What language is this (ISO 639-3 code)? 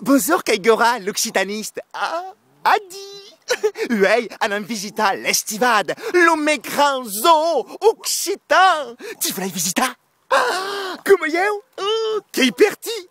oci